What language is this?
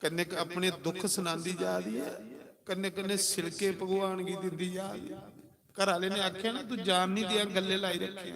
Dogri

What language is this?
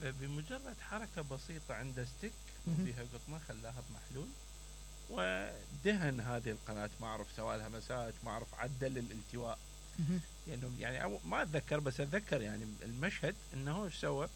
Mesopotamian Arabic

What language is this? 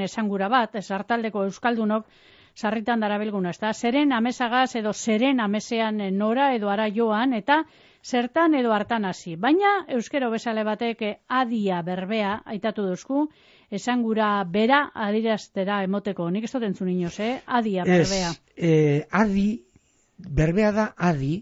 Basque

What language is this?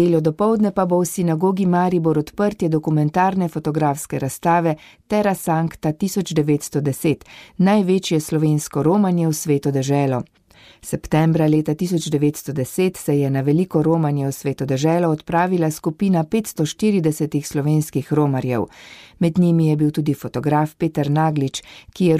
Slovenian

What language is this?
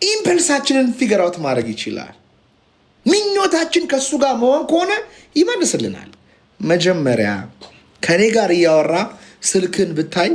Amharic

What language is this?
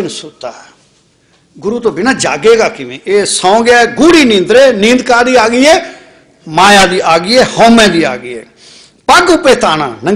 Punjabi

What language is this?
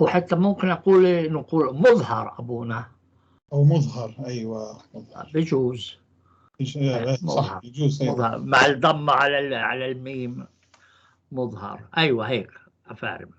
North Levantine Arabic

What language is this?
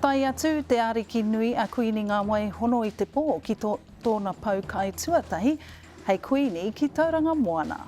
Māori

